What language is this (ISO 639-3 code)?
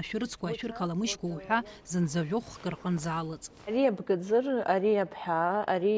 abk